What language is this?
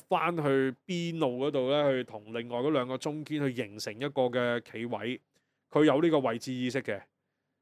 Cantonese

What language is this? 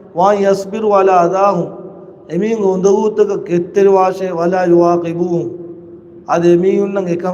Divehi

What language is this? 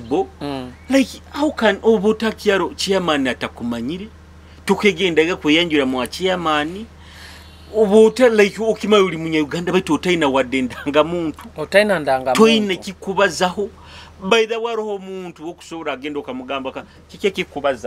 Nyoro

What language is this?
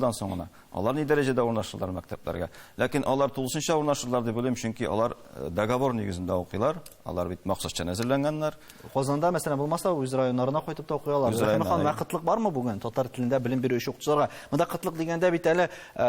Tatar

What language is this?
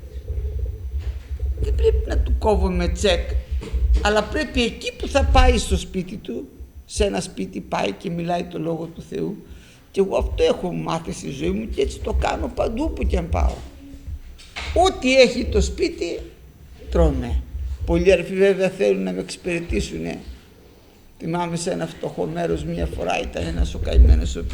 Greek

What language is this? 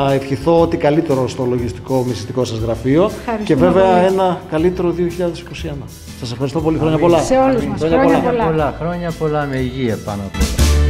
Greek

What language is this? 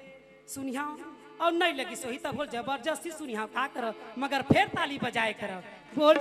Chhattisgarhi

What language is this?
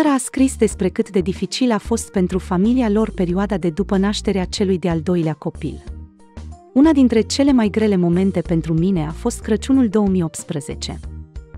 Romanian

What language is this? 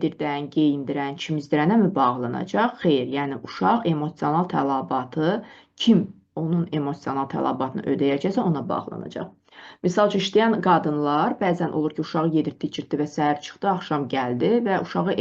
Azerbaijani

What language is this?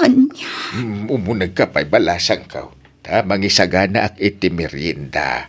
Iloko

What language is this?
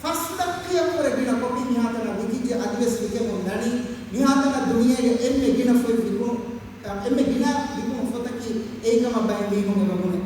Divehi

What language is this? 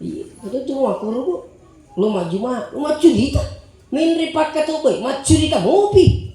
Buginese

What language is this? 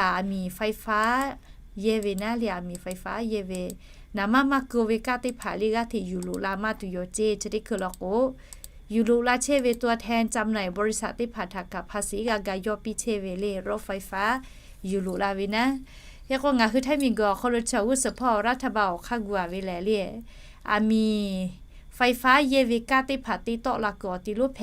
Lahu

